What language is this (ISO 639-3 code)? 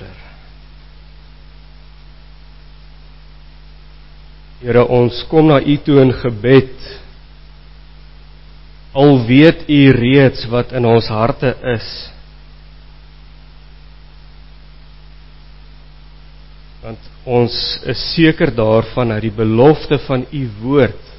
afr